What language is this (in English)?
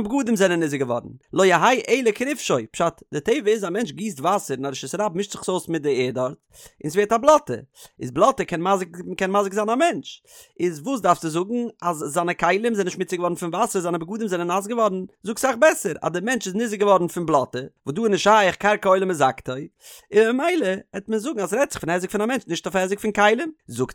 Yiddish